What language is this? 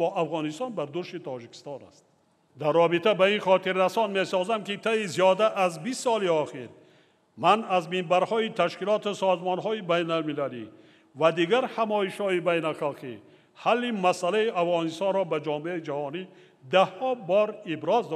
Tajik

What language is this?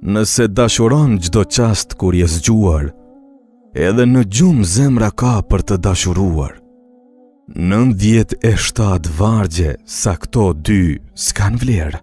Albanian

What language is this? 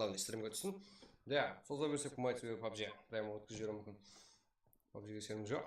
Kara-Kalpak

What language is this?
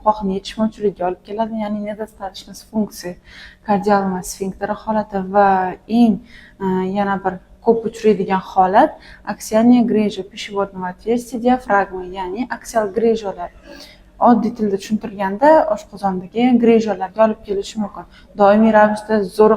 Uzbek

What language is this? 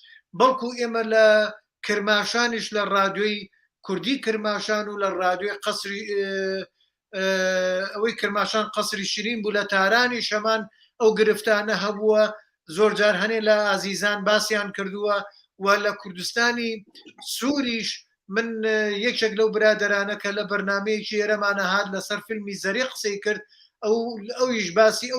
Central Kurdish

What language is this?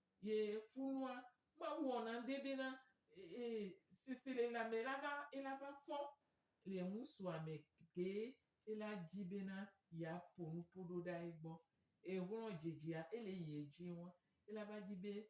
Gen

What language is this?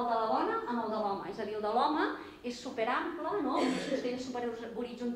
Catalan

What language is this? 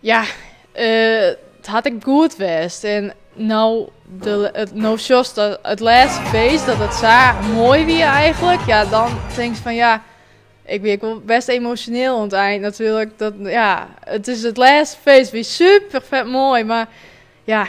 Western Frisian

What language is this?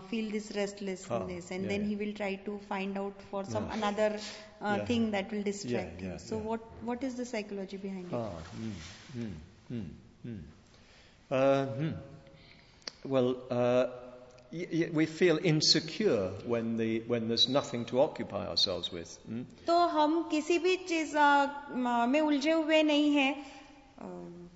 Hindi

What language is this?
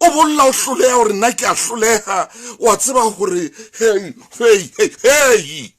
Southern Sotho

